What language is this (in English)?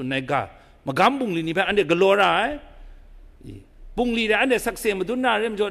Kachin